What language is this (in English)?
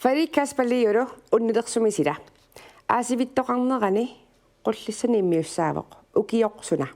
Kalaallisut